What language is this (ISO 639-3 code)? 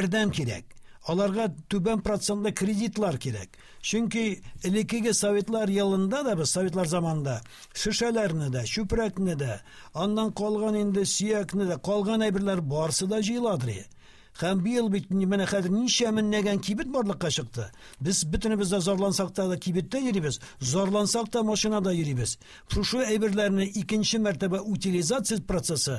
tat